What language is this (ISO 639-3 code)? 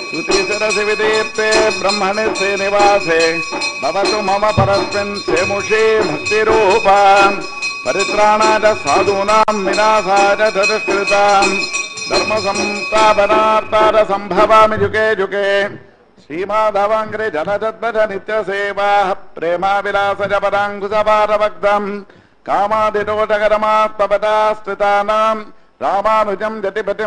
san